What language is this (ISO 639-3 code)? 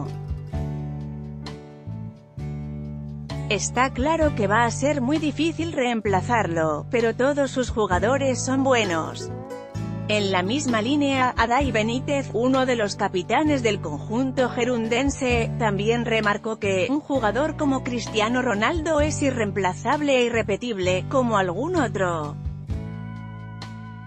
spa